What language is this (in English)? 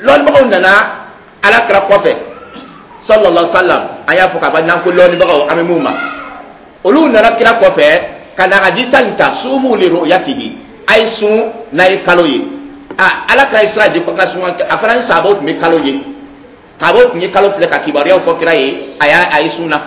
Dyula